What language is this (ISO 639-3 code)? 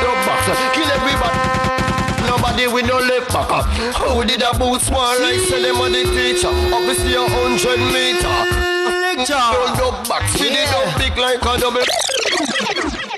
jam